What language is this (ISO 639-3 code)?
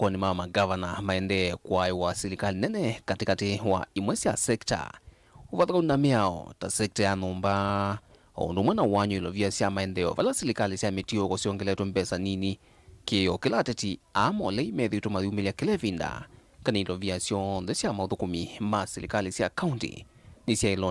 kam